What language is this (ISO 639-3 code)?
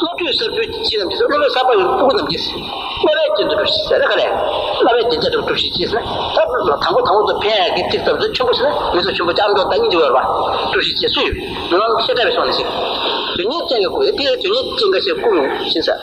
bod